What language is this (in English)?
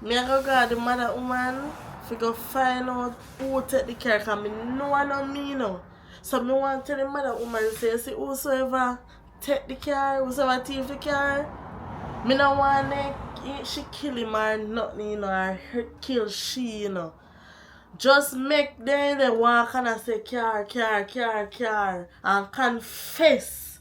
Jamaican Creole English